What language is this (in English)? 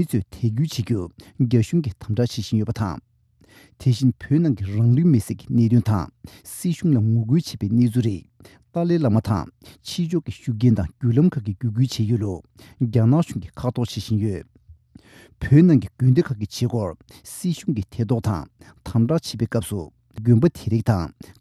Tibetan